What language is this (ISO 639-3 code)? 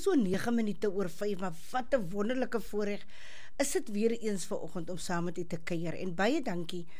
afr